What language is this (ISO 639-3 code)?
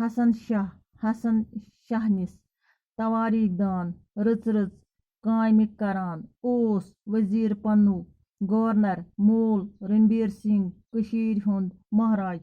kas